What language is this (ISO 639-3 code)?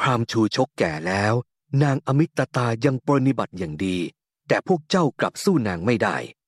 tha